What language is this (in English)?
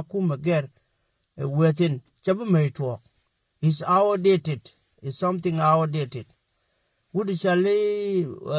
Nuer